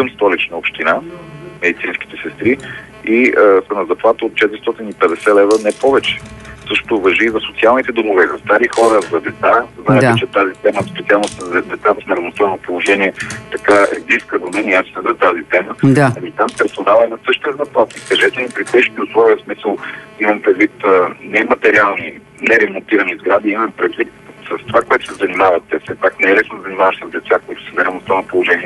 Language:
Bulgarian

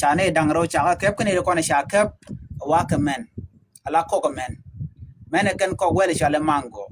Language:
Nuer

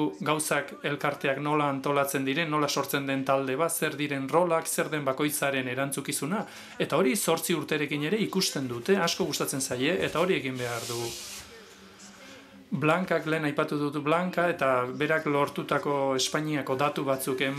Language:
Basque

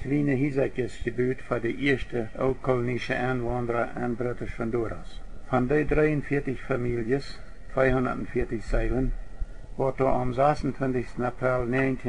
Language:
Plautdietsch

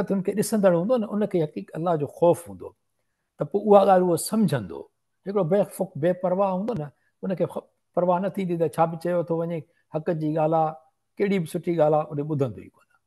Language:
Sindhi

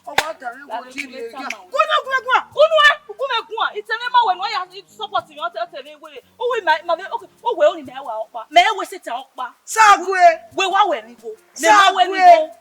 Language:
Bini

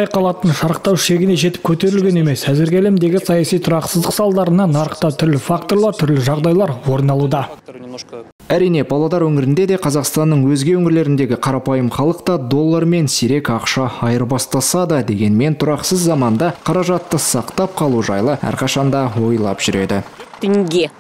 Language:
Kazakh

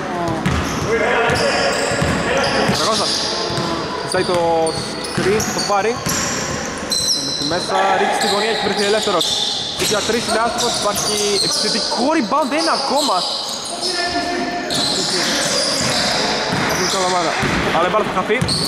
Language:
Greek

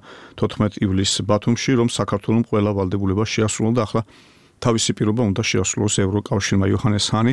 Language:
Georgian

